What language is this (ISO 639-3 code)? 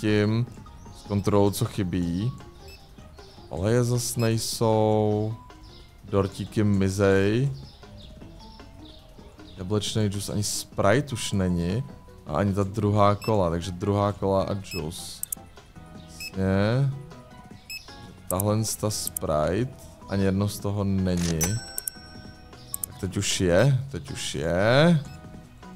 ces